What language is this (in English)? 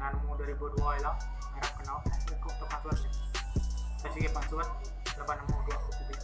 Iban